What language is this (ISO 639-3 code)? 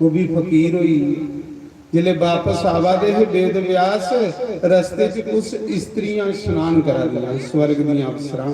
doi